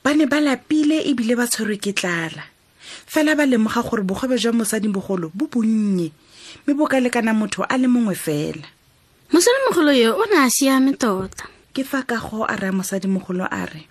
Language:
Tswana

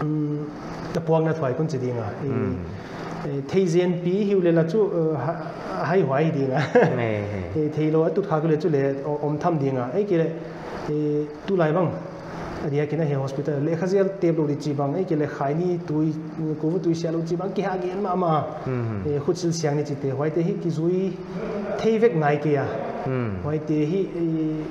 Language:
Paite Chin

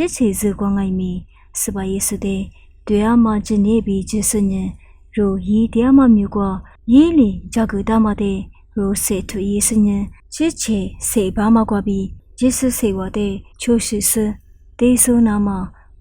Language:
Lisu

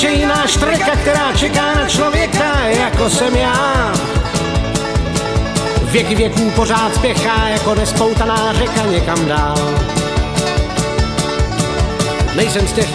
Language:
Czech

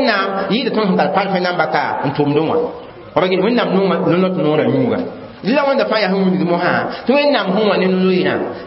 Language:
Mossi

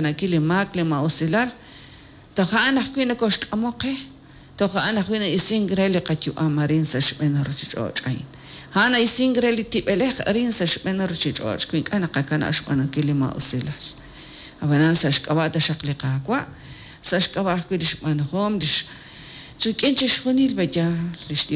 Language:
Kekchí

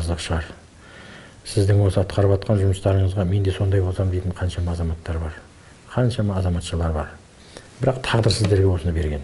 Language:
Kazakh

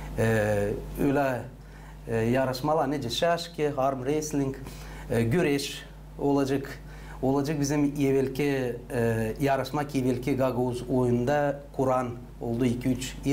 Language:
Gagauz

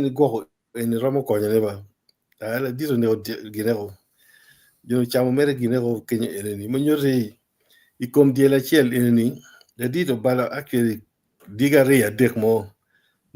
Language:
Acoli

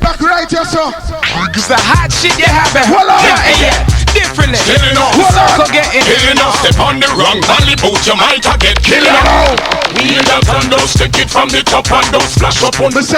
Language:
Jamaican Creole English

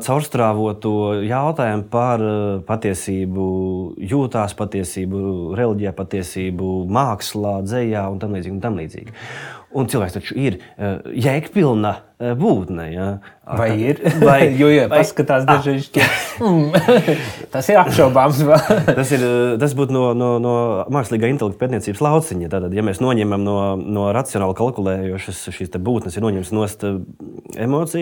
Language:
Latvian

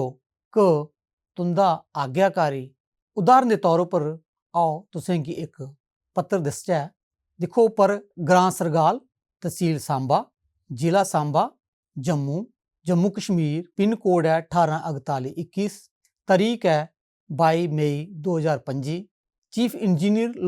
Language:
Dogri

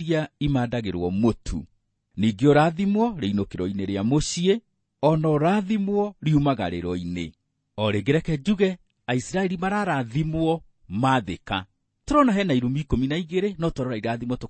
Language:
Kikuyu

